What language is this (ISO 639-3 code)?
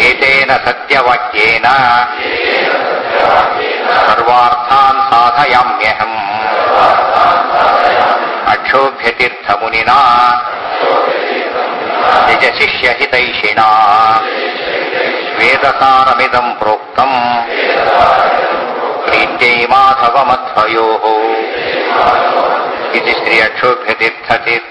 kan